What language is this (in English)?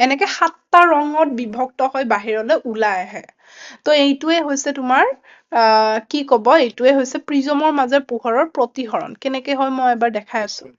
Assamese